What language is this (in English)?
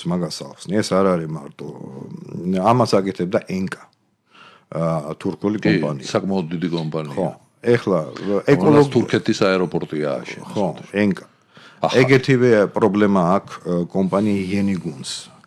Georgian